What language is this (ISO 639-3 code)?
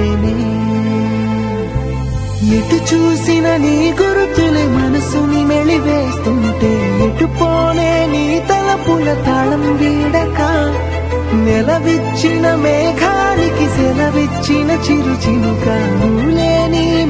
tel